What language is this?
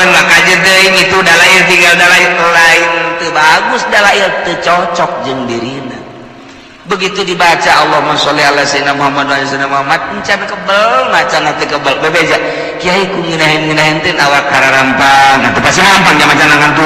Sundanese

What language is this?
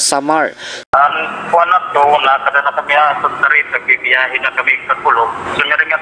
Waray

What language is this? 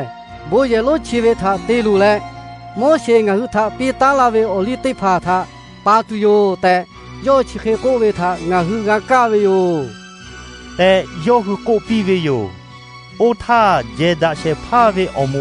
Lahu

